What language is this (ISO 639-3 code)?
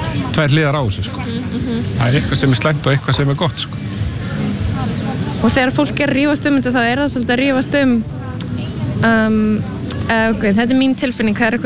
isl